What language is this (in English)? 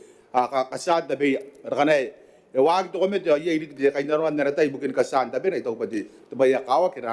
Gilbertese